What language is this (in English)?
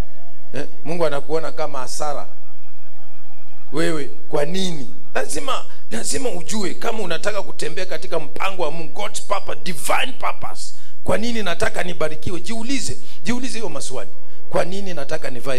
Swahili